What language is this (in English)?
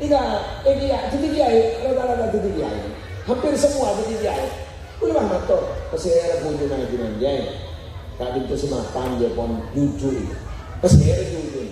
Madurese